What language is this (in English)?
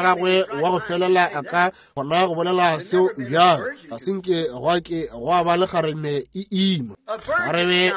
Northern Sotho